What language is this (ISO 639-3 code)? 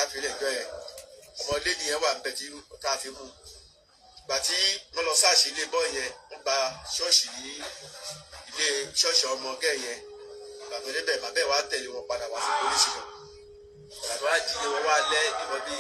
yor